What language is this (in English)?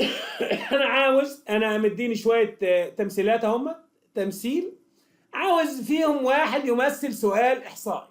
Egyptian Arabic